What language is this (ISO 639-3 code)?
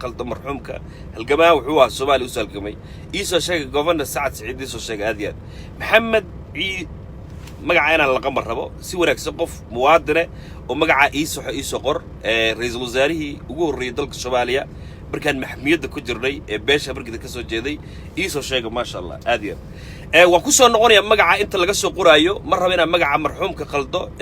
som